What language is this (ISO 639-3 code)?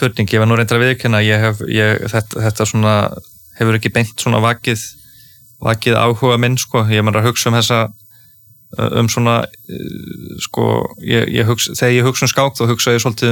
isl